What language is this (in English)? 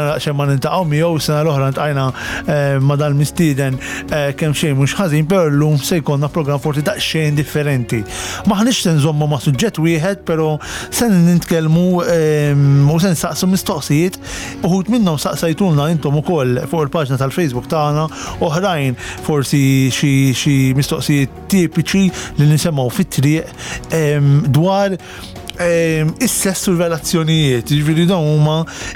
Maltese